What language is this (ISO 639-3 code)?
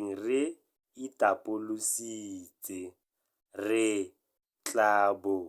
tsn